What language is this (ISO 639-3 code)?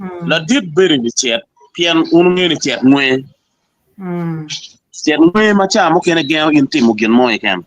ach